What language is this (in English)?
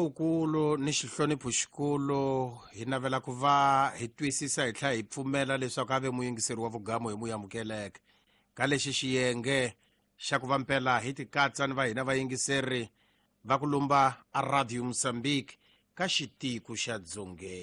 Tsonga